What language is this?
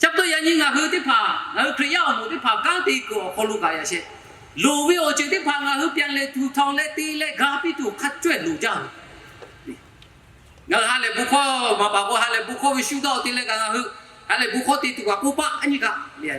Lahu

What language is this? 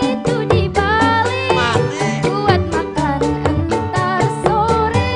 Betawi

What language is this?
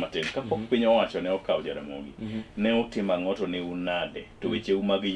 Luo (Kenya and Tanzania)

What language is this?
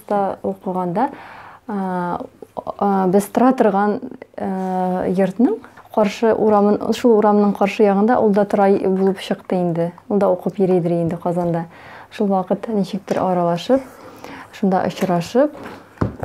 Tatar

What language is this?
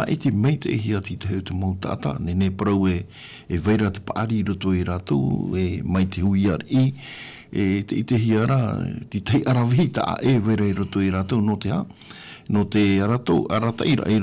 Tahitian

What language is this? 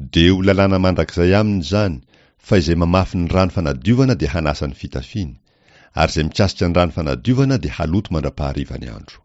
Malagasy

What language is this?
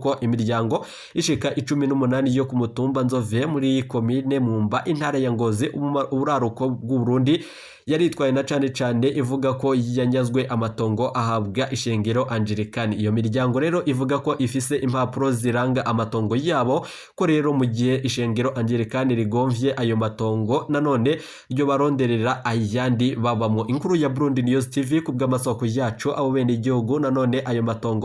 Rundi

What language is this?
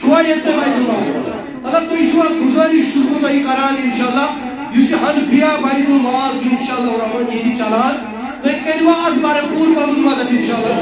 Kashmiri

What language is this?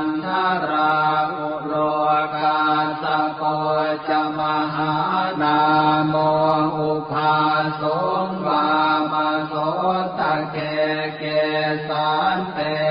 Pali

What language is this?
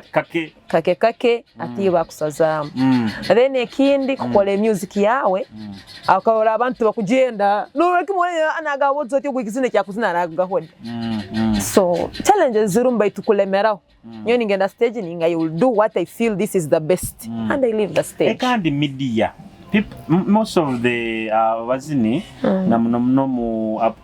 Nyoro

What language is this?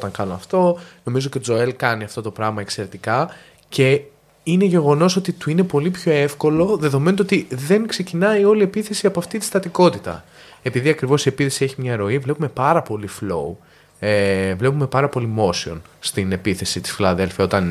Greek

